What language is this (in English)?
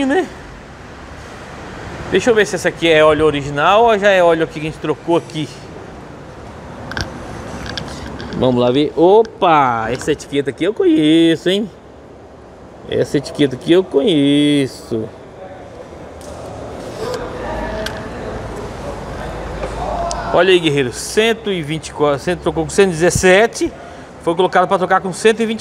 Portuguese